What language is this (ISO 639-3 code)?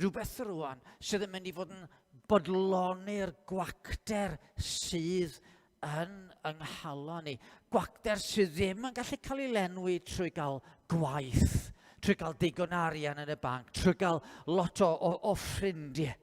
cym